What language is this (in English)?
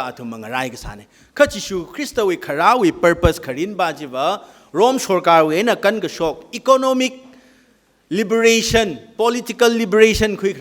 Tangkhul Naga (India)